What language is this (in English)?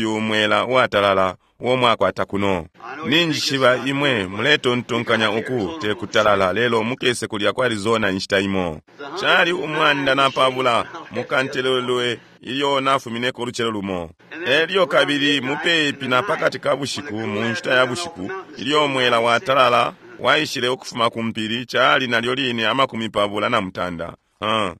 Bemba